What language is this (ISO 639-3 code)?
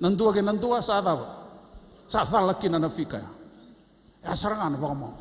fij